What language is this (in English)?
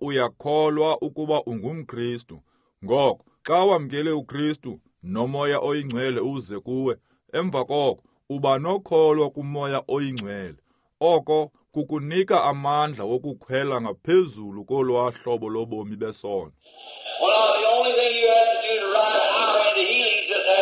Xhosa